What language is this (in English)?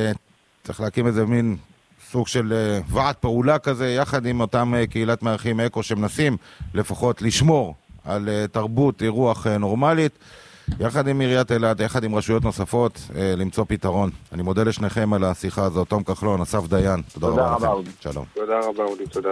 Hebrew